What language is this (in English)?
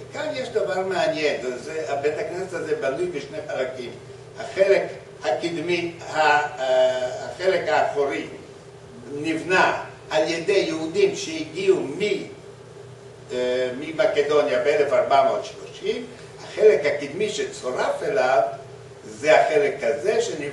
Hebrew